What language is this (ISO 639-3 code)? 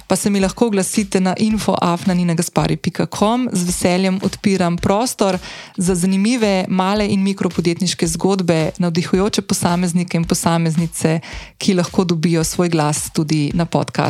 slv